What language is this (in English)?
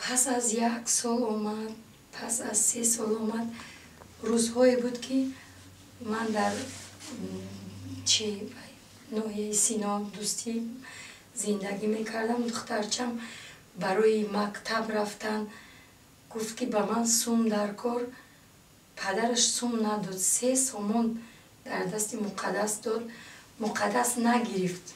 Tajik